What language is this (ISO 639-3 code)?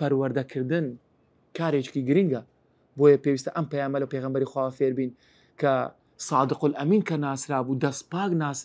ckb